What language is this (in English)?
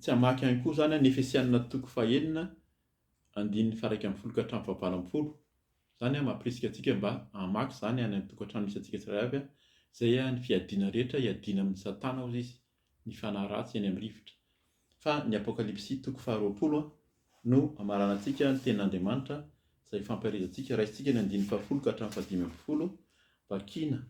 Malagasy